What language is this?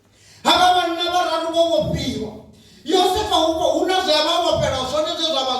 Venda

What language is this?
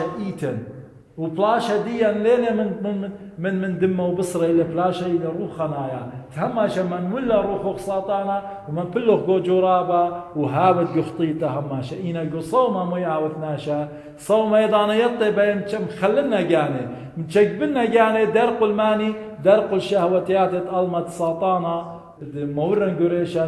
Assyrian Neo-Aramaic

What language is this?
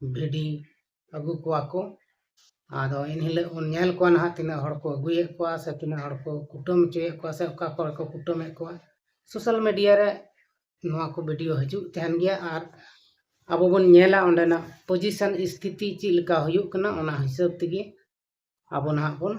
Santali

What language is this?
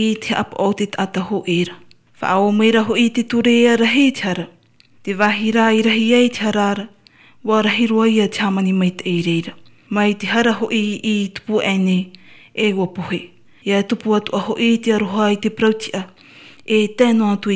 Tahitian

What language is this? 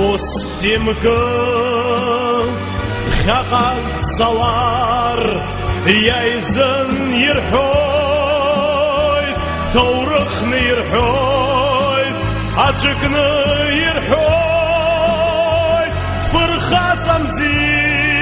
Abkhazian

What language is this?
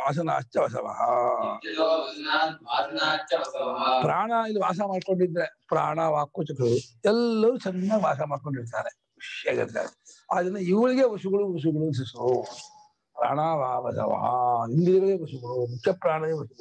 Kannada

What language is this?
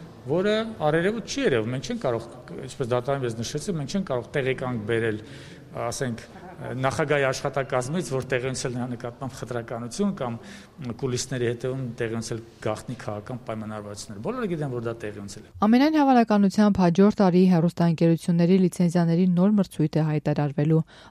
Armenian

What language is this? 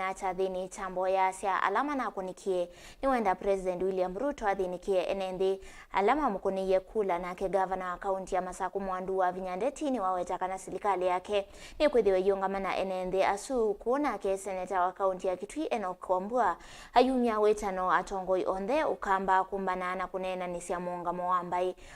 Kamba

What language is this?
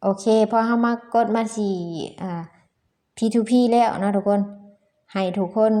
Lao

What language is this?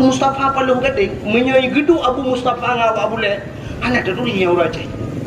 Achinese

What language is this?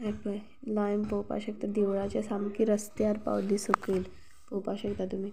Konkani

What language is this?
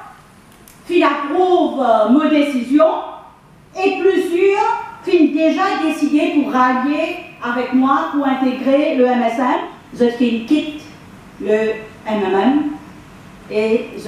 Morisyen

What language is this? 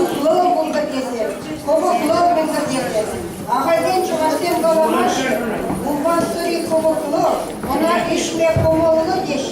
Chuvash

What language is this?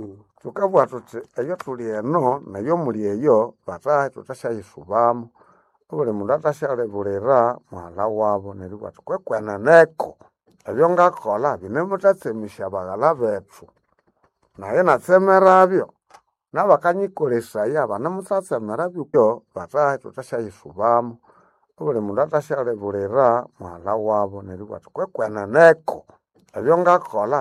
Nande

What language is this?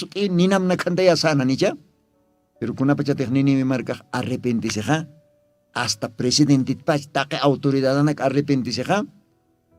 Aymara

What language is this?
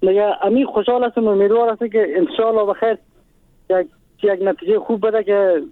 Persian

